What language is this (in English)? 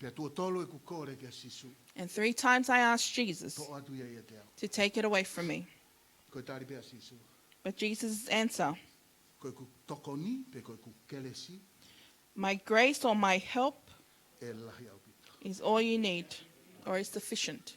Tongan